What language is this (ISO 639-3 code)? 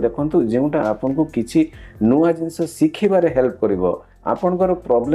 ori